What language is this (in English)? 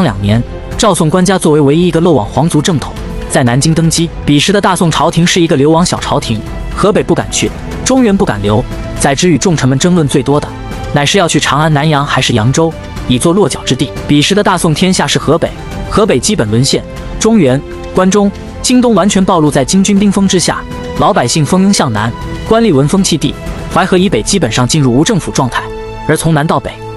Chinese